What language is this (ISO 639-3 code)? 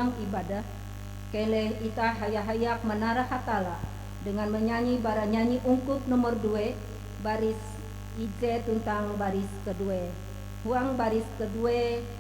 nij